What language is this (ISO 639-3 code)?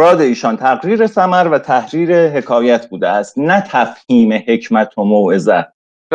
fas